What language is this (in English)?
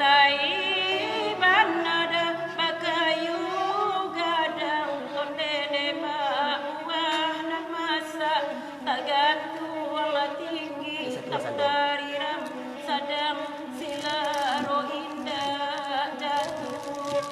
Minangkabau